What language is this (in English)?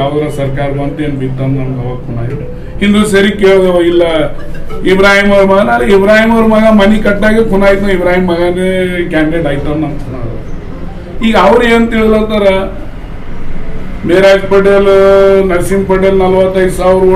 Kannada